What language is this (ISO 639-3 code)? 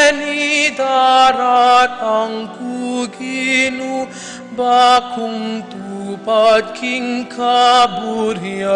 pam